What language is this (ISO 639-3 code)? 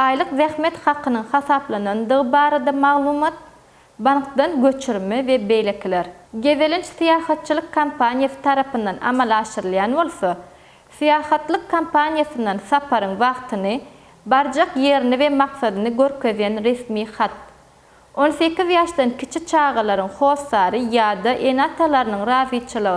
tuk